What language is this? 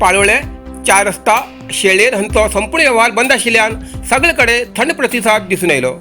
Konkani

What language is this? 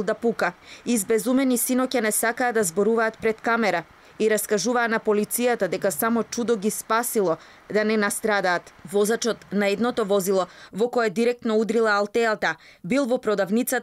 Macedonian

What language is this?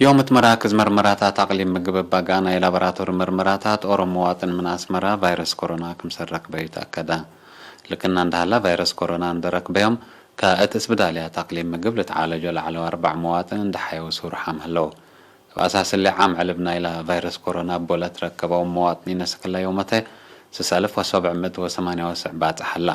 Tigre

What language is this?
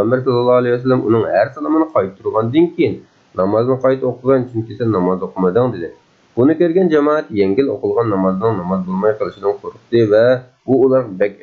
Uyghur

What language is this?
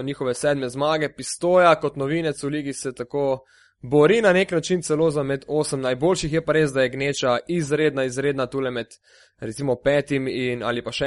Slovenian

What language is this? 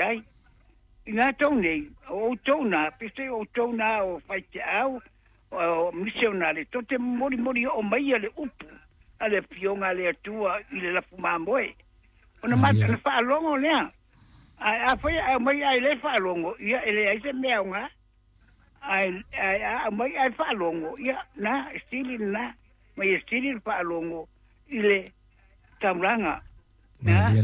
Samoan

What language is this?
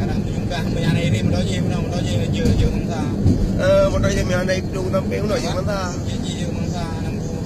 Achinese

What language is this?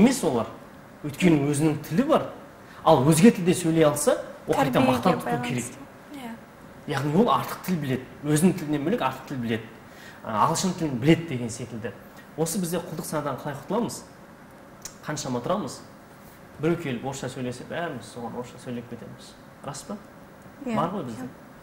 Kazakh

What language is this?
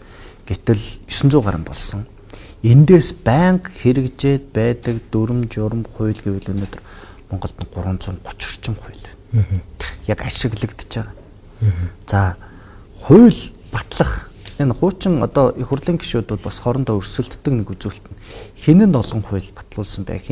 Mongolian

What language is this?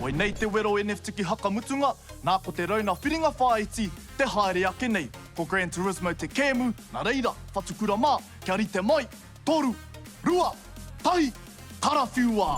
Māori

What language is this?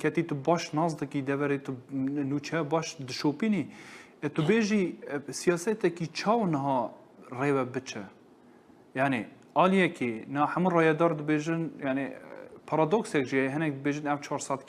Kurdish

